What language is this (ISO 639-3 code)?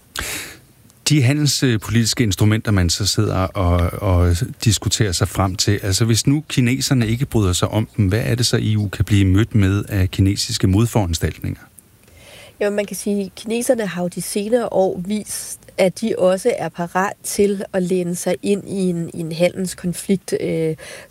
dan